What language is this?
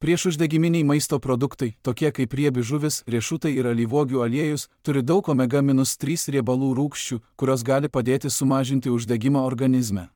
Lithuanian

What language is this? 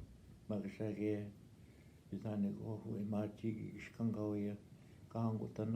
Northwestern Ojibwa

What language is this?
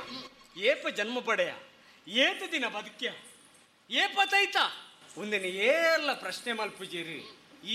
Tulu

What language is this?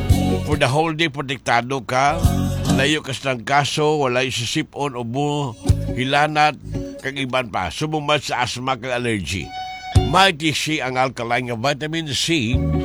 Hiligaynon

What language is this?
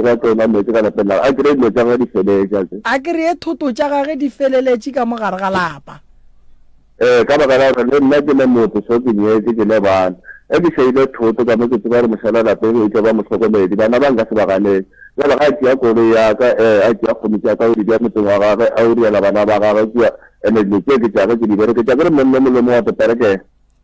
Northern Sotho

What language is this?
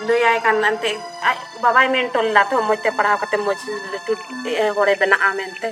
Santali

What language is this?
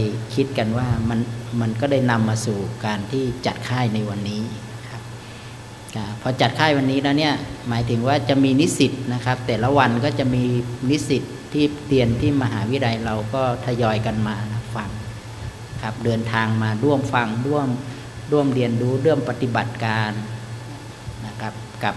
Thai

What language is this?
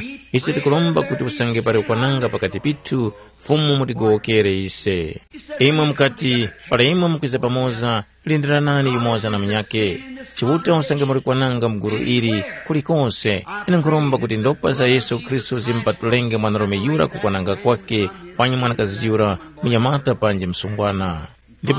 Tumbuka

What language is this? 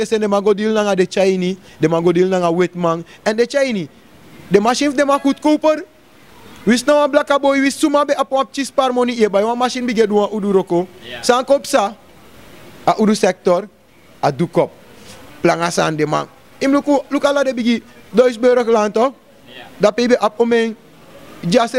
Sranan Tongo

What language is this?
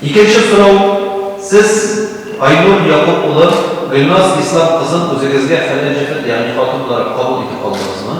Tatar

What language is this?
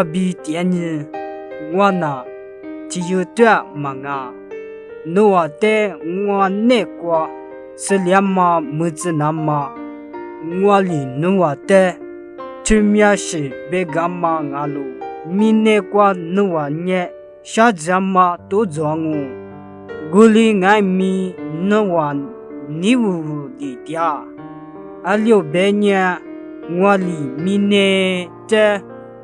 Lisu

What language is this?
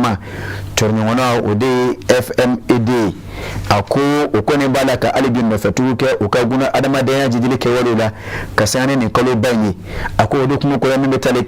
Bambara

